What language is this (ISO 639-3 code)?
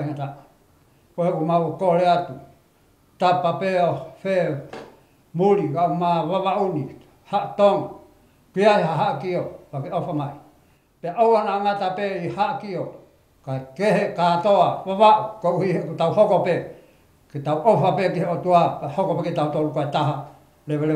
ton